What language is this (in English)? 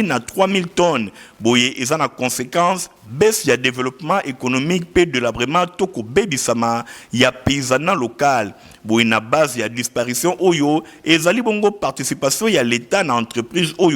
Lingala